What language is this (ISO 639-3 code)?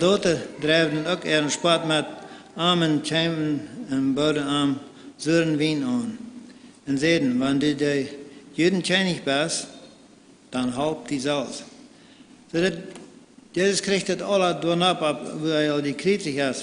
pdt